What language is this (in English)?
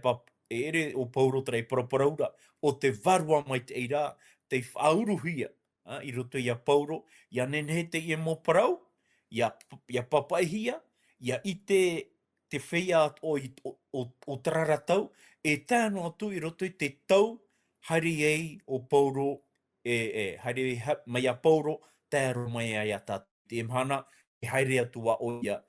Tahitian